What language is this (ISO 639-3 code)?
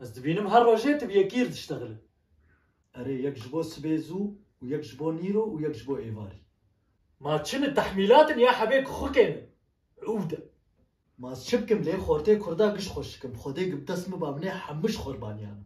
kur